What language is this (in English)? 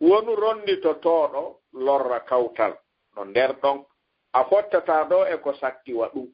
Fula